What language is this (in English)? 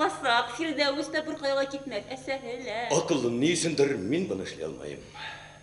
Bashkir